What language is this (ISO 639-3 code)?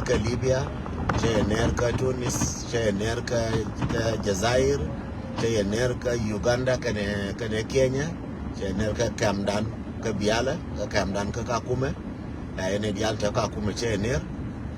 nus